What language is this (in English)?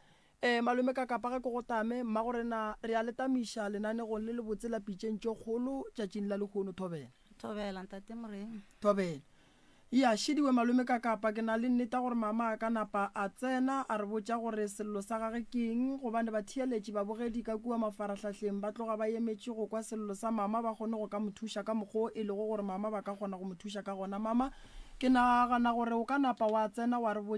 Northern Sotho